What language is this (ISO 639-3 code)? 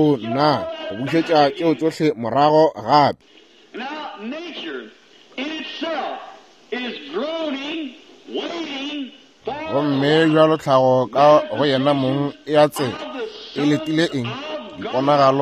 nso